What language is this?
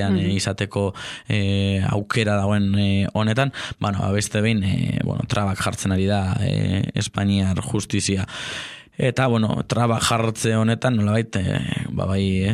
Basque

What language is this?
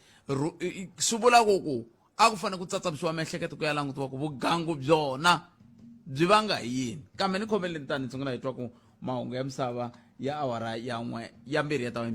Tsonga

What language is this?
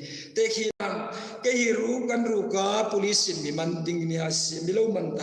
Hmar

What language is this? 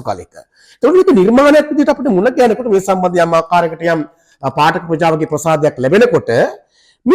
Sinhala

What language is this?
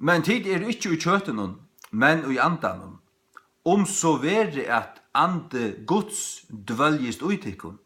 Faroese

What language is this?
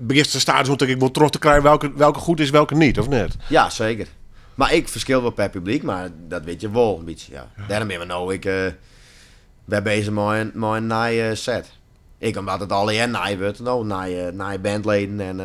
Western Frisian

